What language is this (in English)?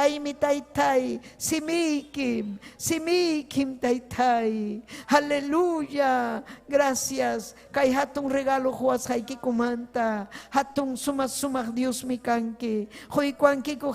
Ayacucho Quechua